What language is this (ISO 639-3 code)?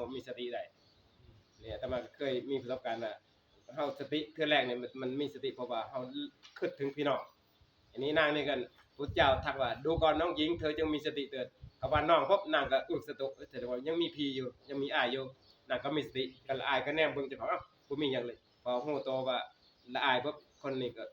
tts